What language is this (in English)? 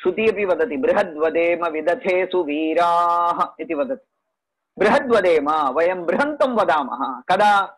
Sanskrit